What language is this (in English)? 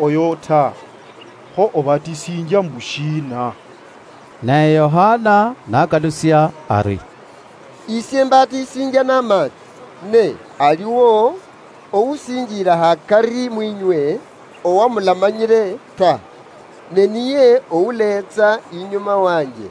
Luyia